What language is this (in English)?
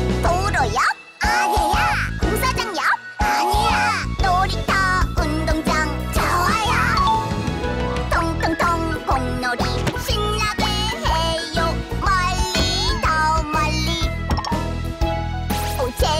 Korean